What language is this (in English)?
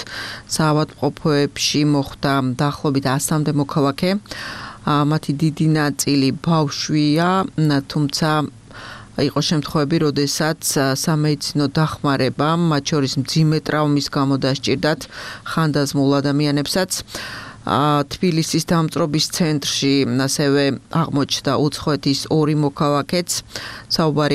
Georgian